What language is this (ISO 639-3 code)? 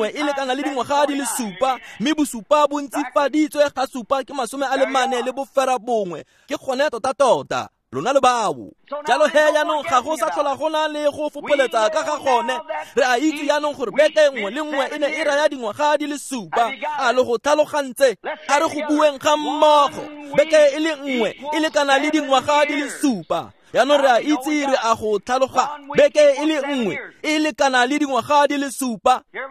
tsn